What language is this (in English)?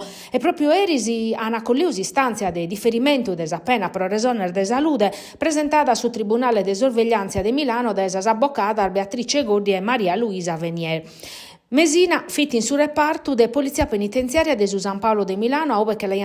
Sardinian